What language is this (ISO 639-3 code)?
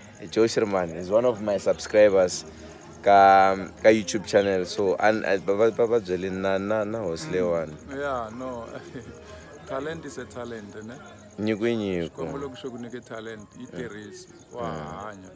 tso